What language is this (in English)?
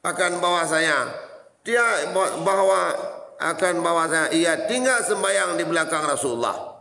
Achinese